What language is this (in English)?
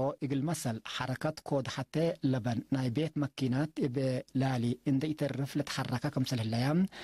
Tigre